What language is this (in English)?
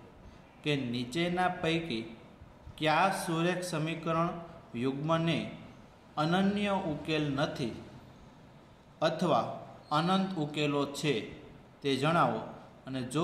Gujarati